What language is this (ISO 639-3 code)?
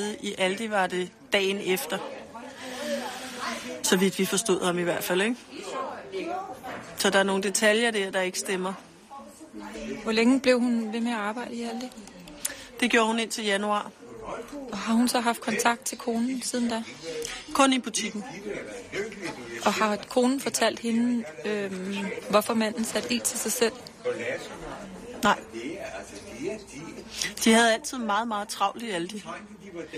dan